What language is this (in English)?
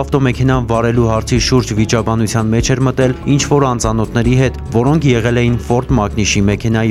Armenian